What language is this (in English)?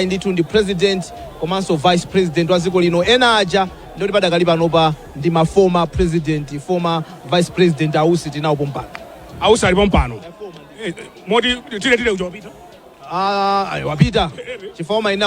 Nyanja